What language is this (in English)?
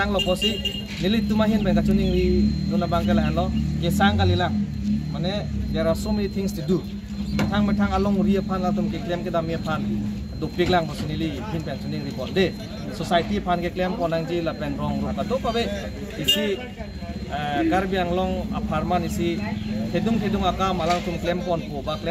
Karbi